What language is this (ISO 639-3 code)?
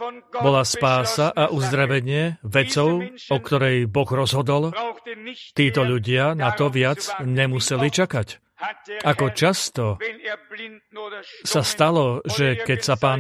slk